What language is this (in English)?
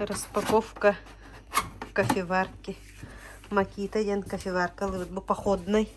Yakut